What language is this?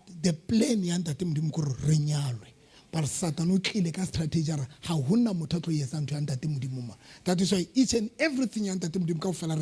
Southern Sotho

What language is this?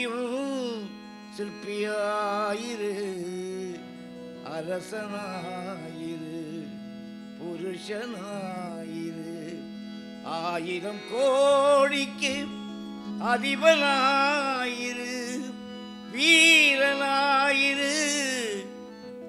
Tamil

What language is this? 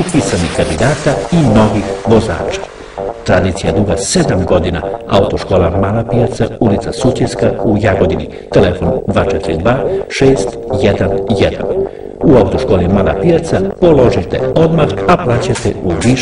Serbian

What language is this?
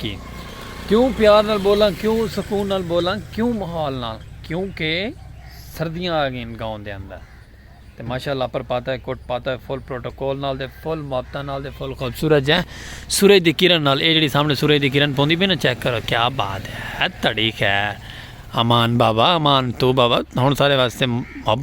Saraiki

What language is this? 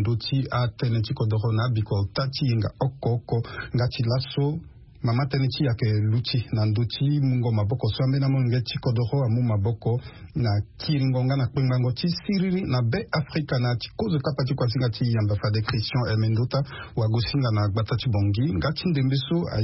Sango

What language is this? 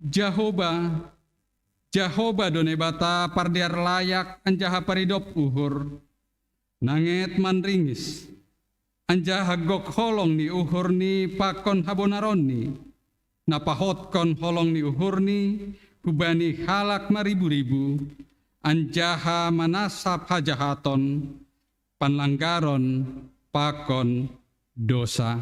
Batak Simalungun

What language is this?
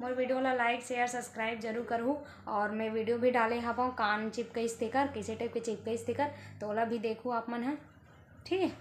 Chhattisgarhi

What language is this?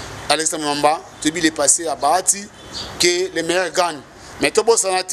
Lingala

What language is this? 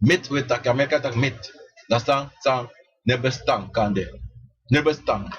Sranan Tongo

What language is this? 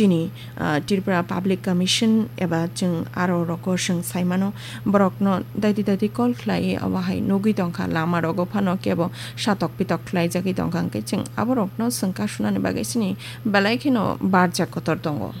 Kok Borok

